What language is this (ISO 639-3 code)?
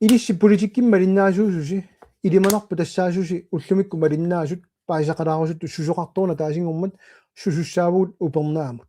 kal